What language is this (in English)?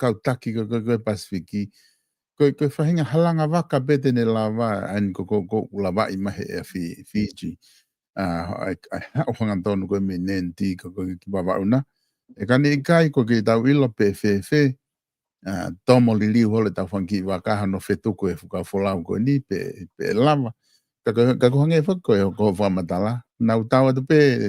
Tongan